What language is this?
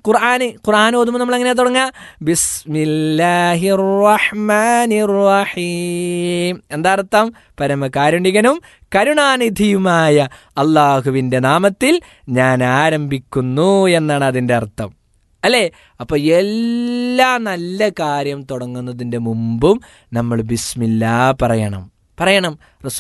Malayalam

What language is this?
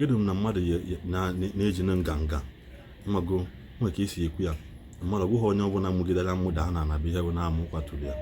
Igbo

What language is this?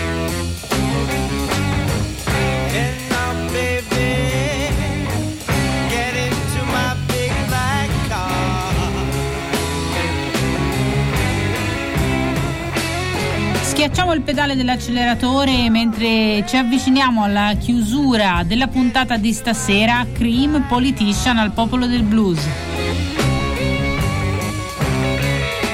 Italian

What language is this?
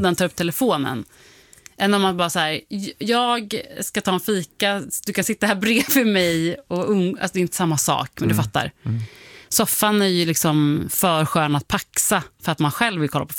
Swedish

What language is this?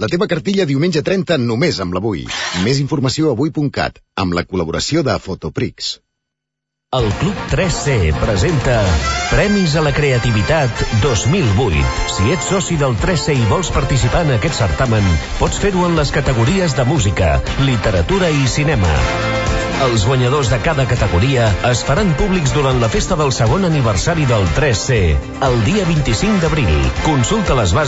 Catalan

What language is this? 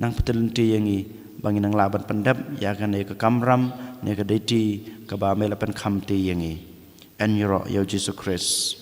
Khasi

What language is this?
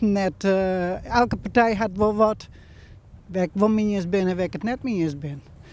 Western Frisian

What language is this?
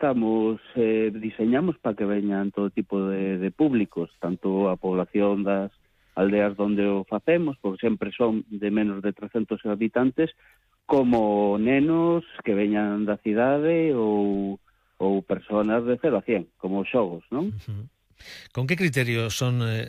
Galician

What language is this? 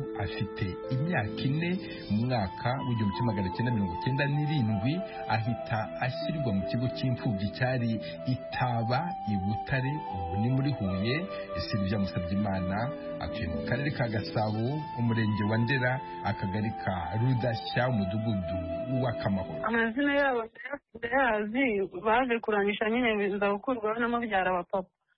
Kinyarwanda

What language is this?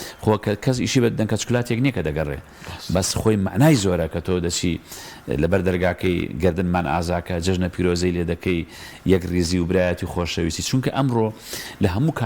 Central Kurdish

